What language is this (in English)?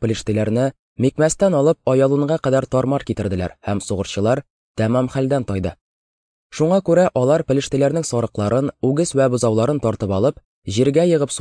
Tatar